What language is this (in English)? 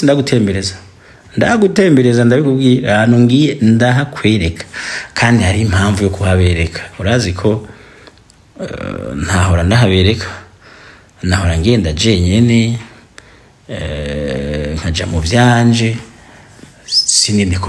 Rundi